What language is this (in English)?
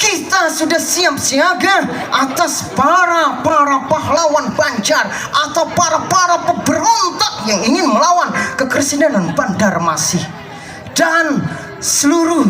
Banjar